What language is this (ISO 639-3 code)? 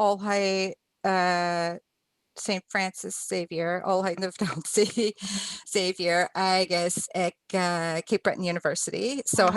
gla